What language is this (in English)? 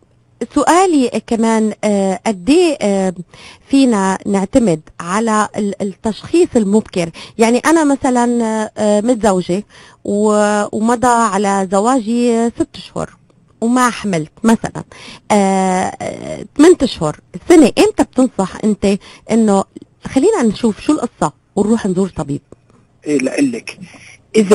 North Levantine Arabic